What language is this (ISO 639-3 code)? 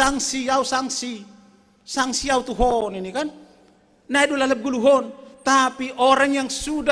bts